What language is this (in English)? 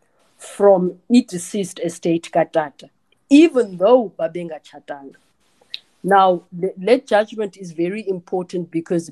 Xhosa